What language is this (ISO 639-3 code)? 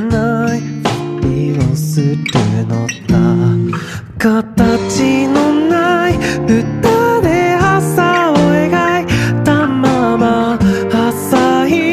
jpn